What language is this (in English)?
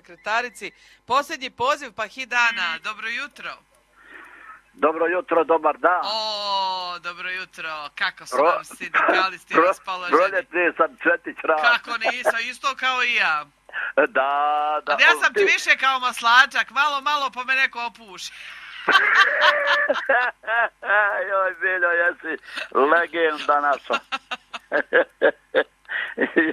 Croatian